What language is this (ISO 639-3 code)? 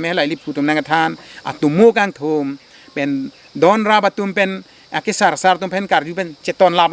mjw